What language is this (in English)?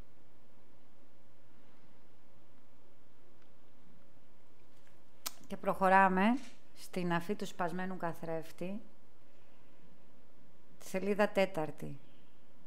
Greek